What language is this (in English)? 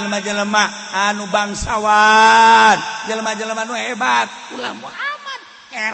Sundanese